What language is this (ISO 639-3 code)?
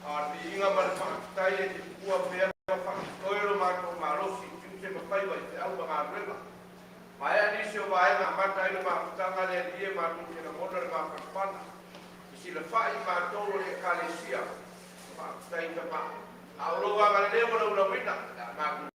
smo